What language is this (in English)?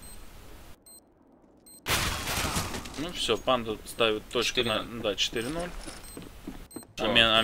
Russian